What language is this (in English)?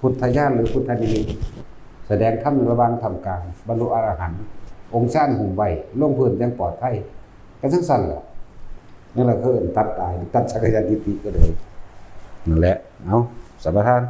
Northeastern Thai